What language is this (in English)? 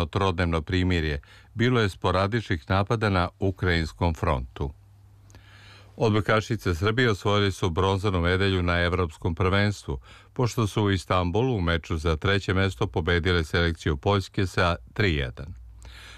Serbian